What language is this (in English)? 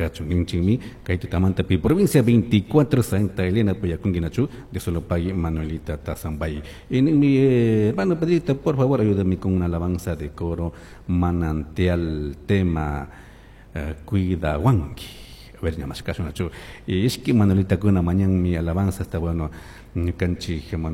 Chimborazo Highland Quichua